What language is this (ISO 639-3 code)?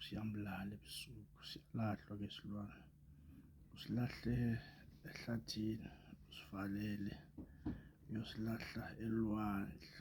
zul